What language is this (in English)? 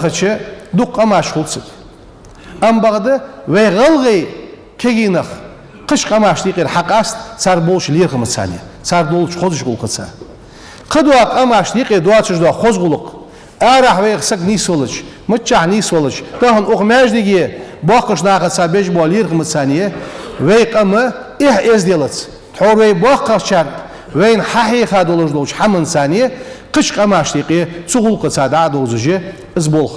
Ingush